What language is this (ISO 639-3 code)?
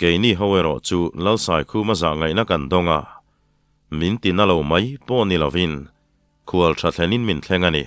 lus